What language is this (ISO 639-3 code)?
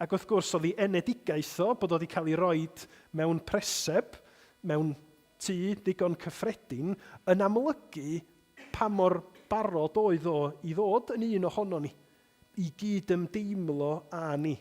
cym